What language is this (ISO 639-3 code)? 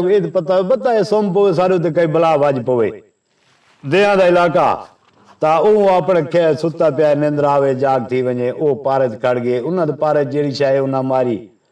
skr